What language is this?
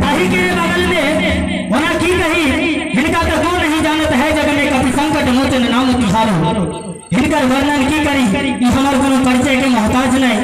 Maithili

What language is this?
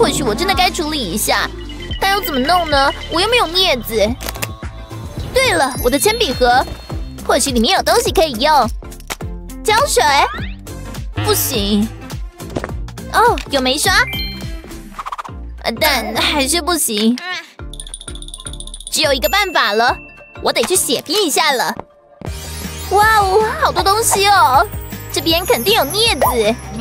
Chinese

